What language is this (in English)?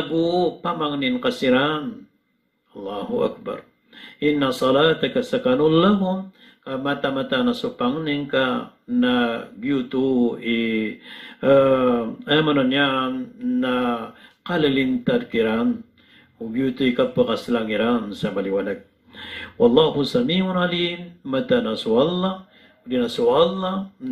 Maranao